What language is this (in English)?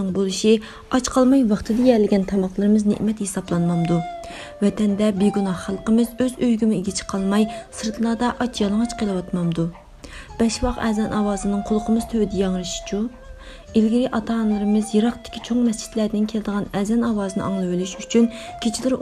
Uyghur